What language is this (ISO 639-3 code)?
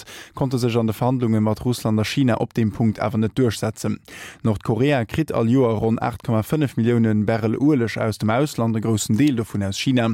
ltz